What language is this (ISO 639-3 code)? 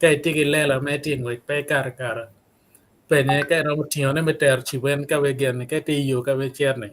ach